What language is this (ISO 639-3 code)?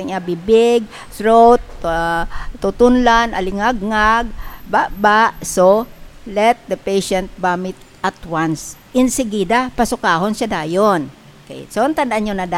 hil